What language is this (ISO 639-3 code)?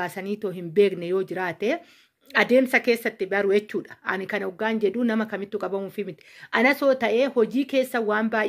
orm